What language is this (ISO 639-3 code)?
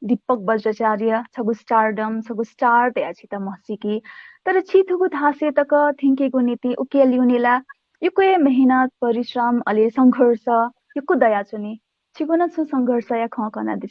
new